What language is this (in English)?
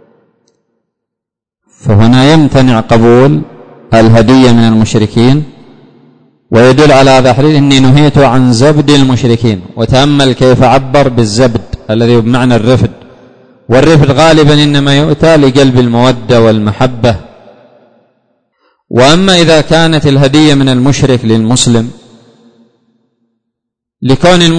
Arabic